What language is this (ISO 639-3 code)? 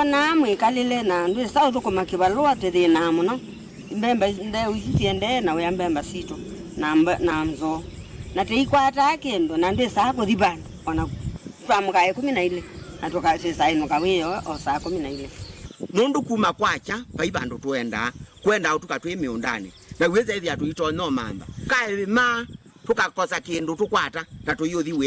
kam